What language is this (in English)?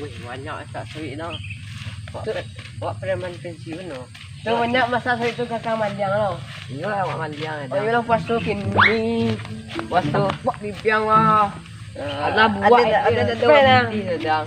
Minangkabau